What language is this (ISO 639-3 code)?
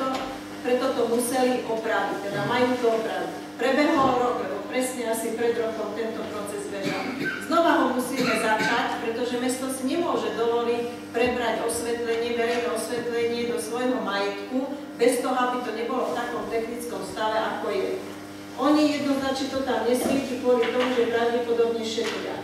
slk